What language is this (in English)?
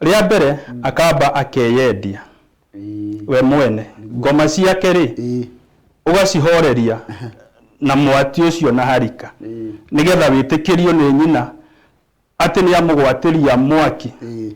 Kikuyu